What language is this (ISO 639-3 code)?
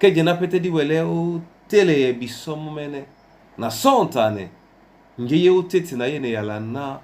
dua